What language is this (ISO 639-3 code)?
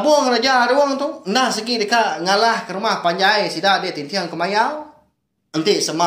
iba